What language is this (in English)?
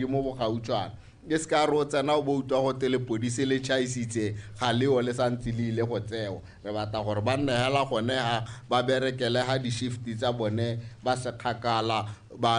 Tswana